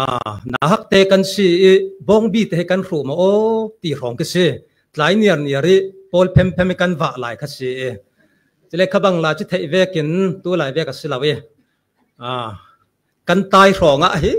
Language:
Falam Chin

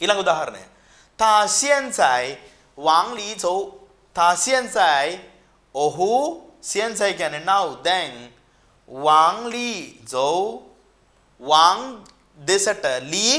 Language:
Sinhala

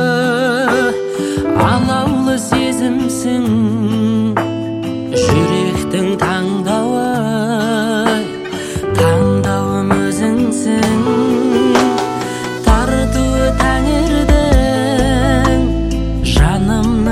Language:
Kazakh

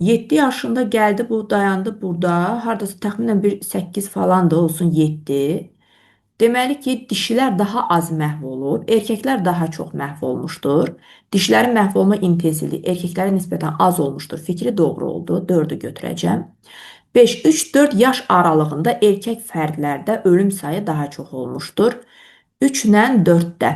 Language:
Azerbaijani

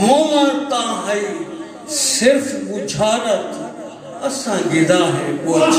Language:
Saraiki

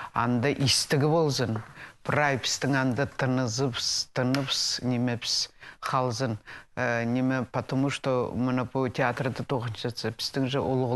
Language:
Khakas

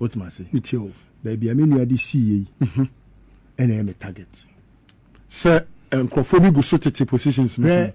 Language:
Akan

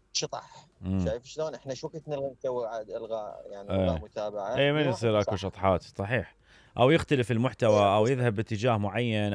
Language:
Mesopotamian Arabic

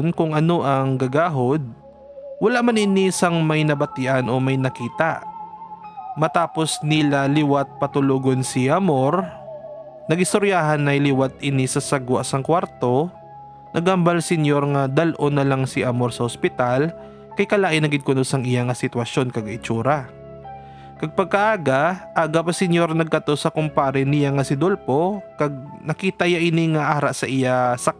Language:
Hiligaynon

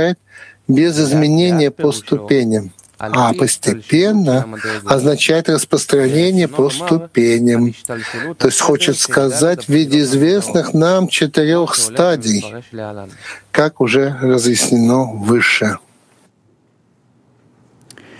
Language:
Russian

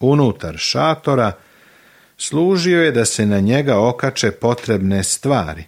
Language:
Serbian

